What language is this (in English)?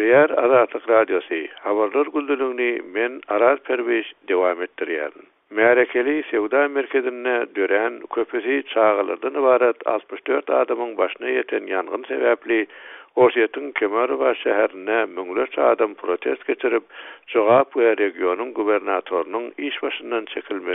Turkmen